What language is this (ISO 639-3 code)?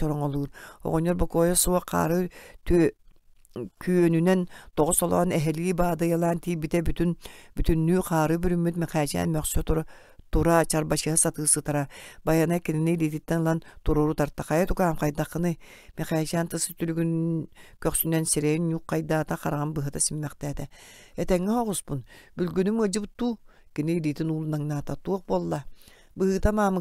sah